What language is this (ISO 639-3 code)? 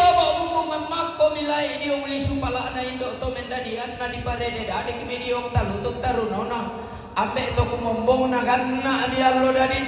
sda